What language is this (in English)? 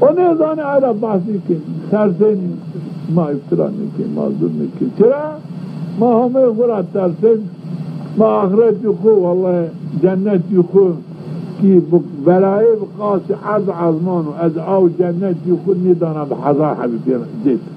Zaza